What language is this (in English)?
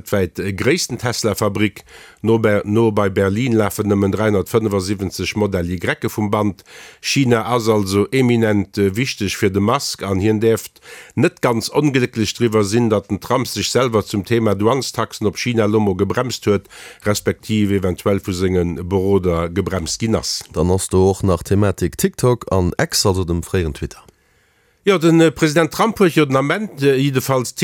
Luxembourgish